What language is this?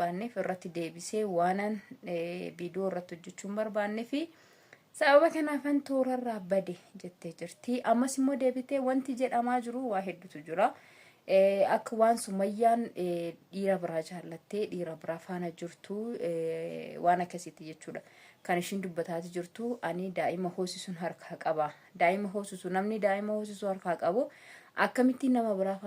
Oromo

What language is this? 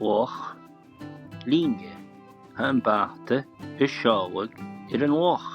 Scottish Gaelic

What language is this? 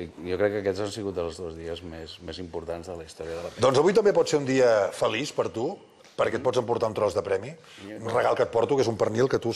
Catalan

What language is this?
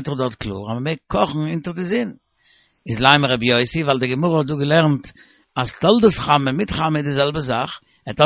Yiddish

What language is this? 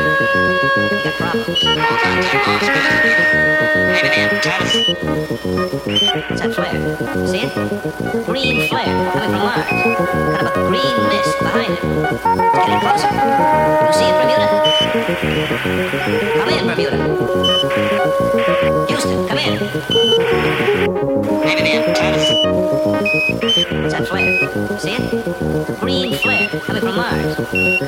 English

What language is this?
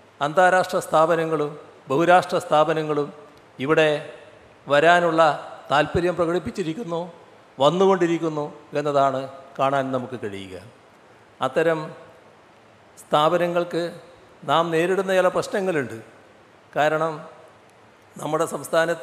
Malayalam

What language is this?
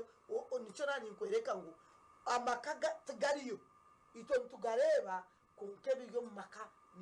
Nyankole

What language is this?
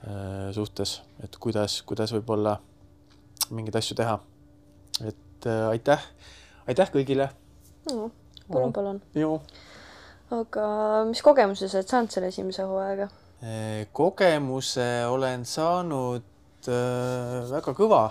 Estonian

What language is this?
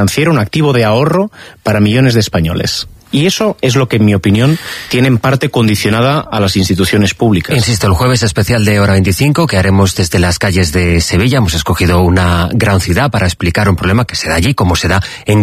Spanish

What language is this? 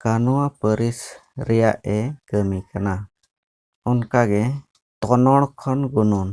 Santali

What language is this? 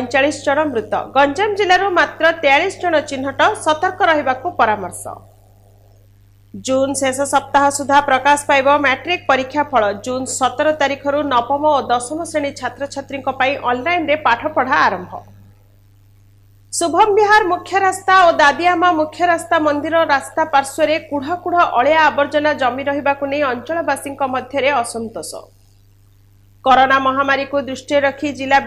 Odia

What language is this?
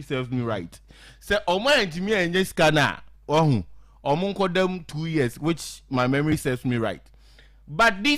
Akan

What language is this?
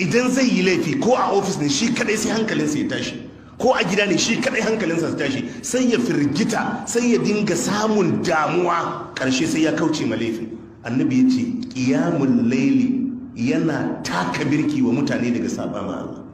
Hausa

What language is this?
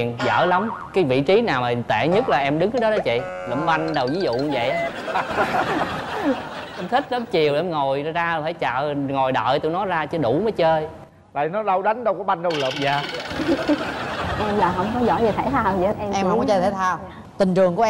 Vietnamese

